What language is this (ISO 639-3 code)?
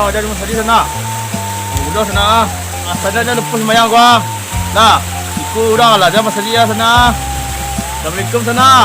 min